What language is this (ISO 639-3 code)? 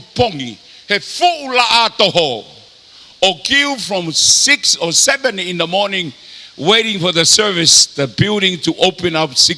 ton